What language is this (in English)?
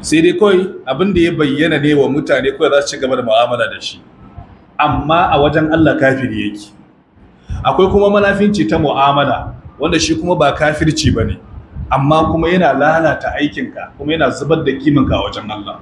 Hausa